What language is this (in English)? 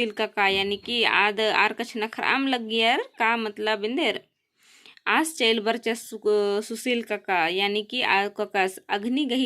Kurukh